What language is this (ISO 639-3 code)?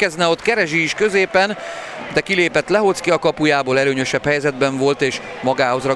hun